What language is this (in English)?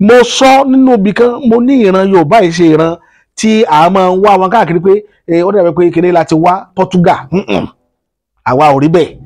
Yoruba